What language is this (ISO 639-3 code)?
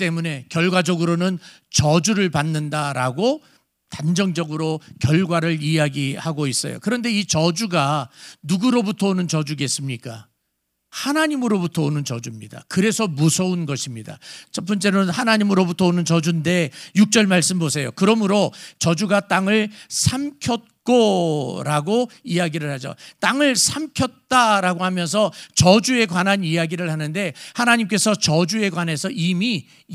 kor